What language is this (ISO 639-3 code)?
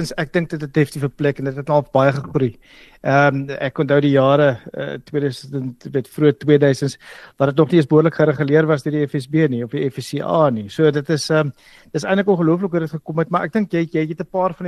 afr